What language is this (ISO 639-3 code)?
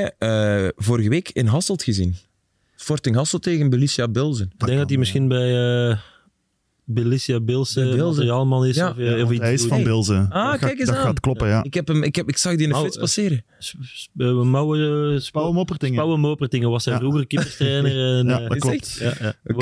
nld